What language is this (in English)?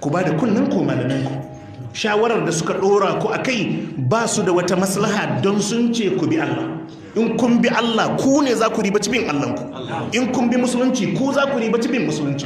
Hausa